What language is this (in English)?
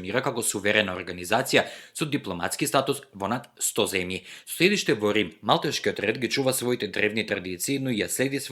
Macedonian